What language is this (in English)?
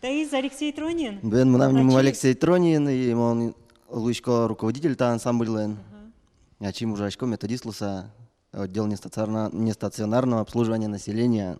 Udmurt